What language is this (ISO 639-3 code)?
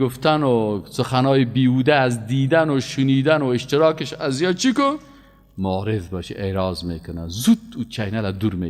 fas